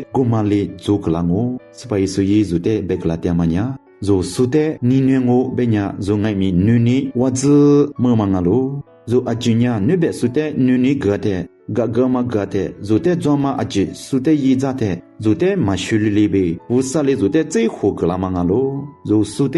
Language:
Lisu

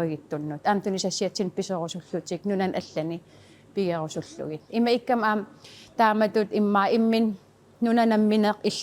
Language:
Kalaallisut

